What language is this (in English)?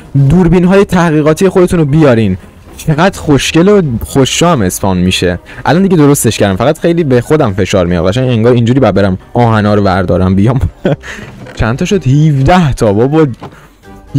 Persian